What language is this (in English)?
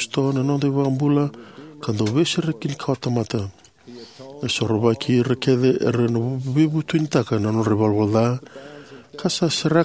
Fijian